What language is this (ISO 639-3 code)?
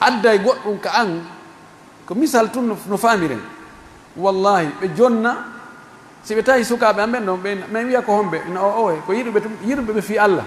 fuf